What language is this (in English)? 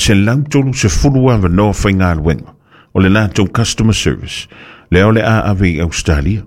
Samoan